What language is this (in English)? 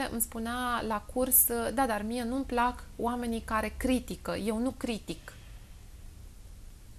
Romanian